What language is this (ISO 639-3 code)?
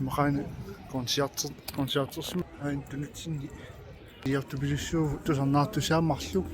kal